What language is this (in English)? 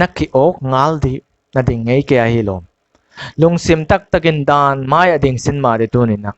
Paite Chin